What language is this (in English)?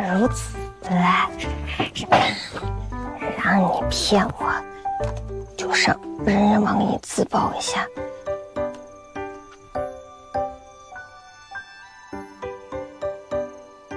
Chinese